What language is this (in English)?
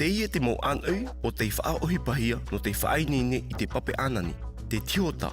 Tahitian